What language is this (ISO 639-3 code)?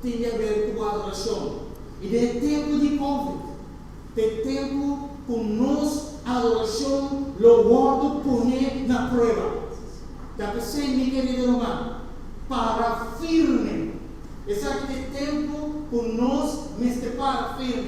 pap